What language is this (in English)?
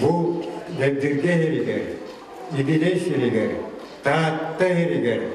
Yakut